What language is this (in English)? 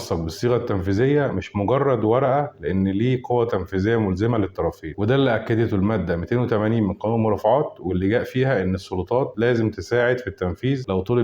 Egyptian Arabic